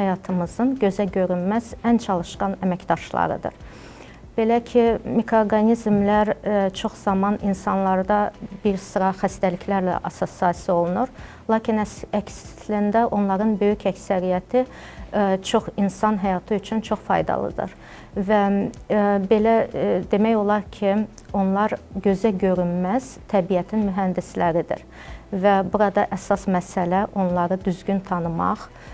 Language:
Azerbaijani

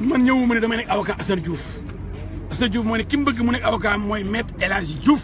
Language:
Wolof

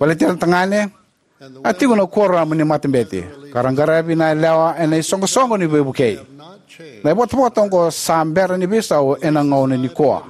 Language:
Fijian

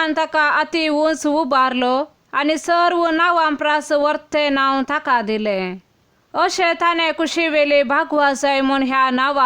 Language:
Konkani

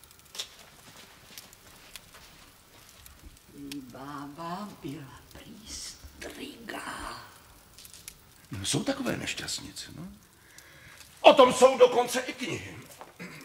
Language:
Czech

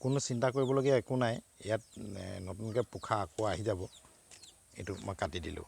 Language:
Assamese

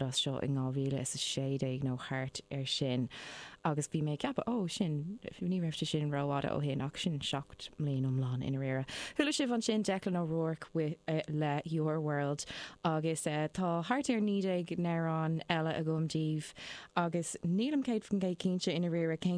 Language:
Irish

